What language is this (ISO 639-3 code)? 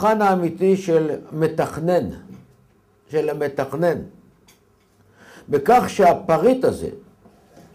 heb